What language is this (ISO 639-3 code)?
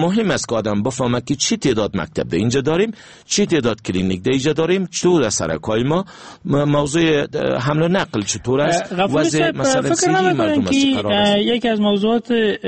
fas